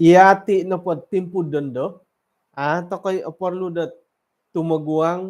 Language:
Central Dusun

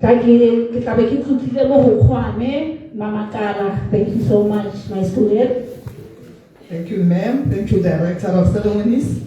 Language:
Tswana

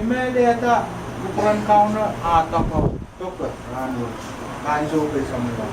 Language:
Pohnpeian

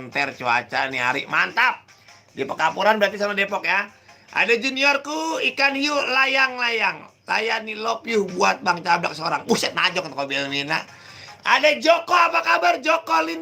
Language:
Betawi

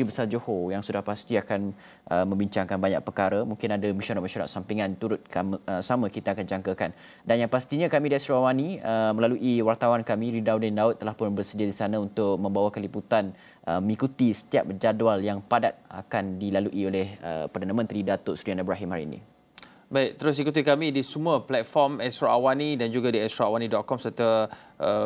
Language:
Malay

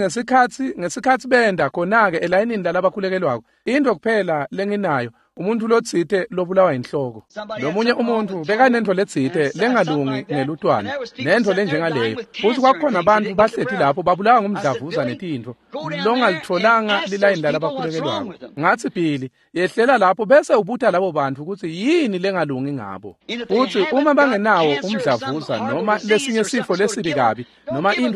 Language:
Swati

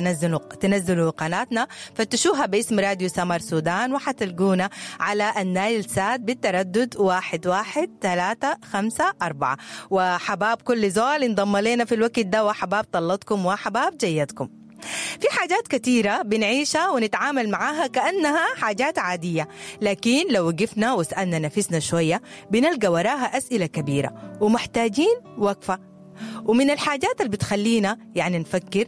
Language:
Sudanese Arabic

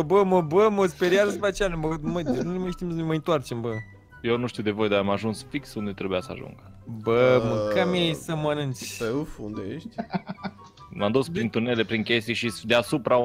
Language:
Romanian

